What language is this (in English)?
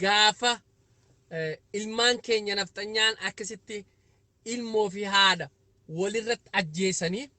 Oromo